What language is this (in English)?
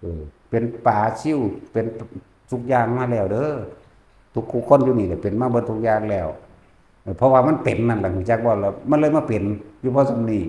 Northeastern Thai